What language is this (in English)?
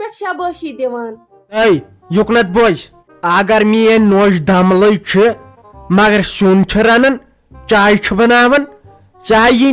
Kashmiri